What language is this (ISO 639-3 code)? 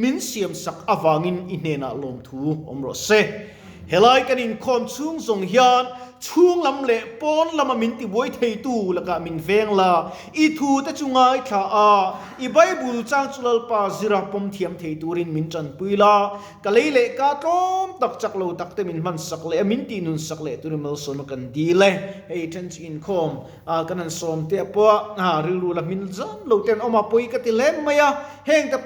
lus